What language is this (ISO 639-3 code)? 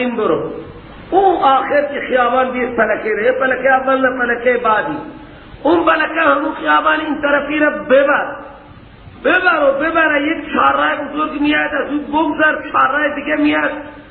fas